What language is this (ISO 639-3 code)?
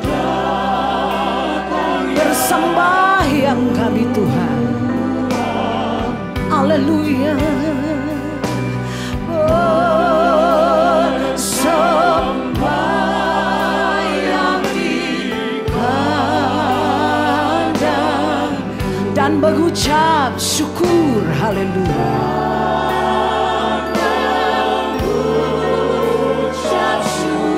ind